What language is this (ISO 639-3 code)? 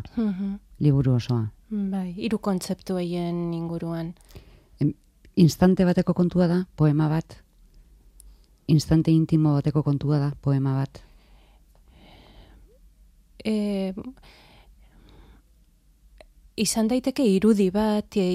eus